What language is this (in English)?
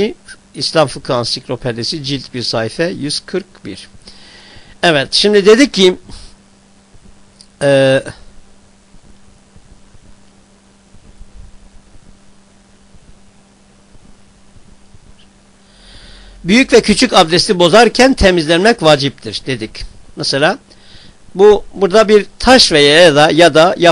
Turkish